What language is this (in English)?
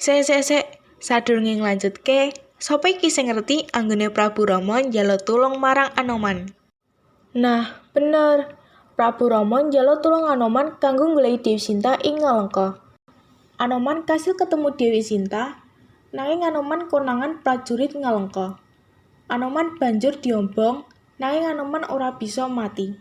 Javanese